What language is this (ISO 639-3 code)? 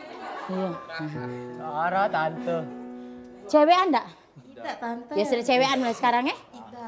mui